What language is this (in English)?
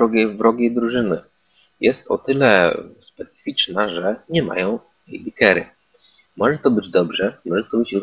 Polish